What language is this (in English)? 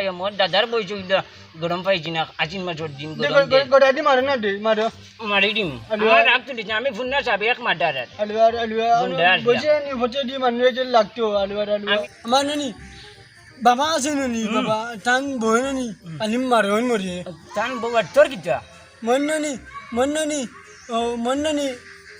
Sylheti